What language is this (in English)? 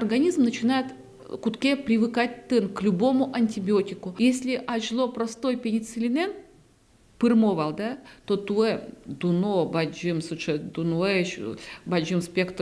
Udmurt